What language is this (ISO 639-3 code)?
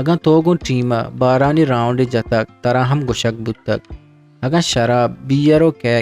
bgp